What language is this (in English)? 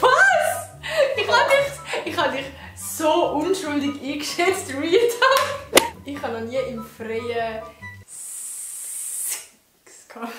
Swiss German